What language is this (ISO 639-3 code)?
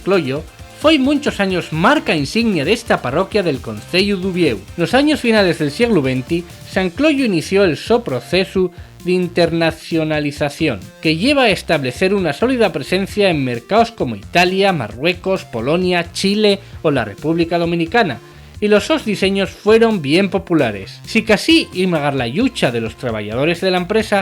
ast